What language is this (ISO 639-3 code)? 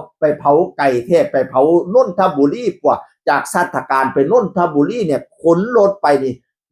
tts